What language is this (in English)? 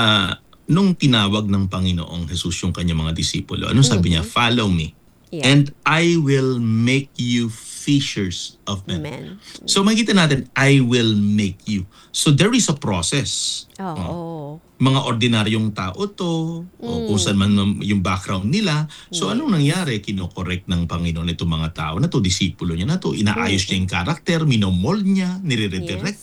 Filipino